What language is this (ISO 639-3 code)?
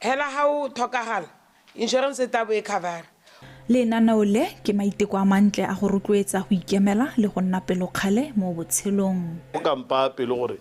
tsn